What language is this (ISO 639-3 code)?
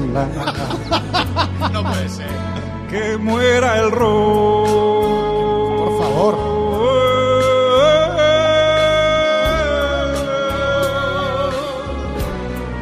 spa